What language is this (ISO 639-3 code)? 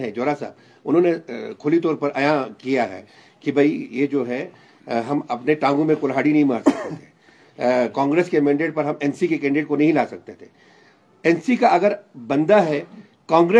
hin